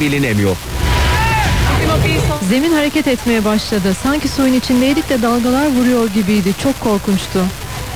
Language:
Turkish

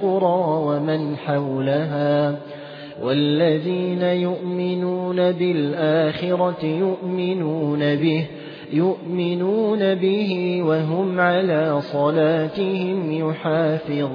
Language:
Arabic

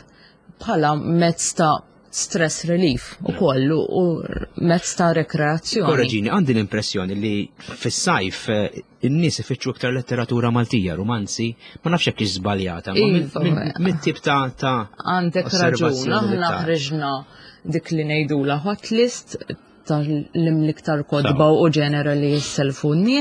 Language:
Maltese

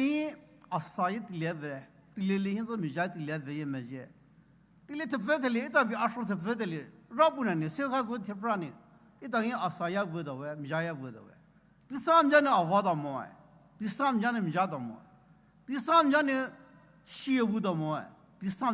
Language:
Poumei Naga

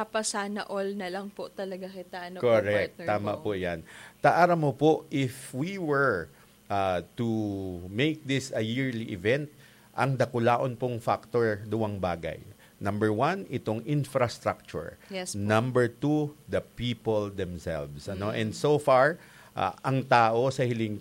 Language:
Bikol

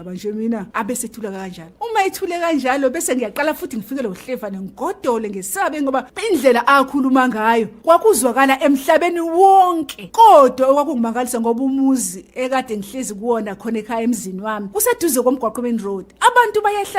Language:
Zulu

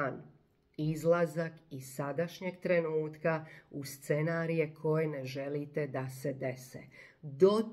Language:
Croatian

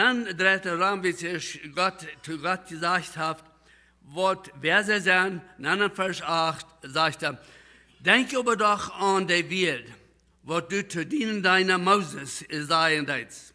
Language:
Plautdietsch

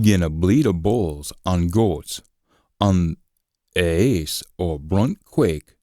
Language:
Scots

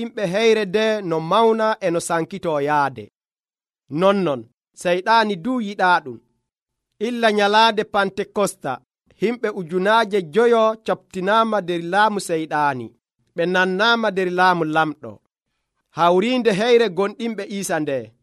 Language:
Nigerian Fulfulde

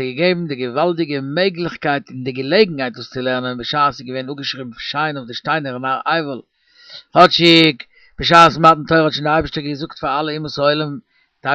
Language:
Yiddish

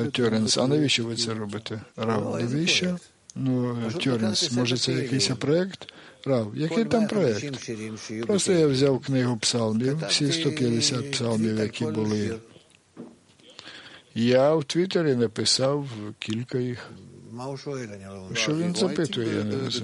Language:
Ukrainian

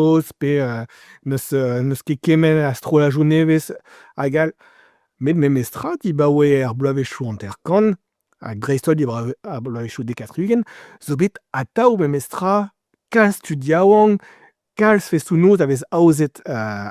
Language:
Breton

